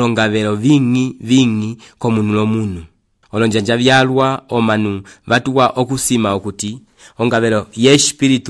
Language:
Umbundu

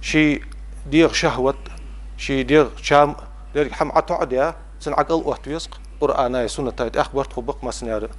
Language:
Ingush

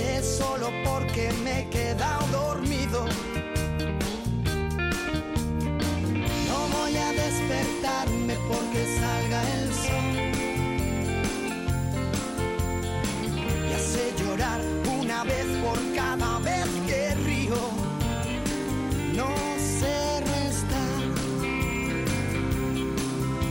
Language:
Spanish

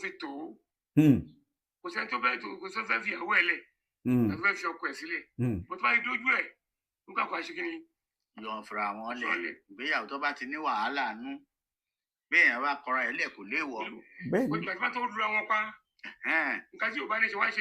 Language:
Yoruba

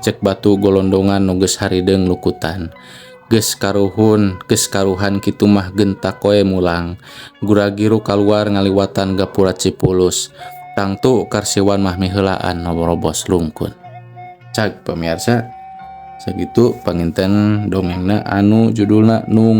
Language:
Sundanese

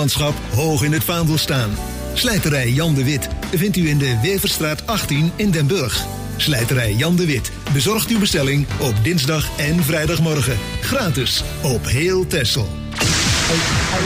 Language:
Dutch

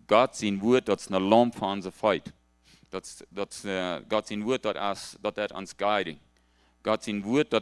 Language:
Plautdietsch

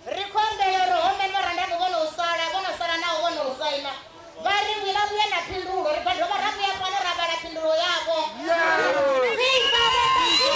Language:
Venda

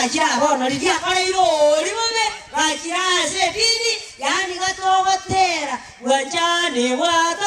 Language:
Gusii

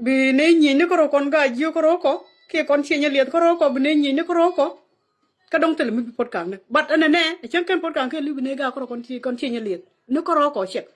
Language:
Nuer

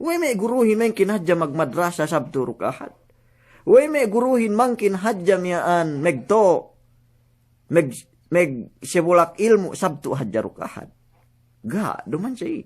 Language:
Yakan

